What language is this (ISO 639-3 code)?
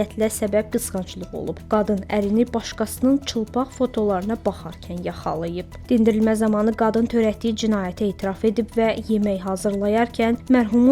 aze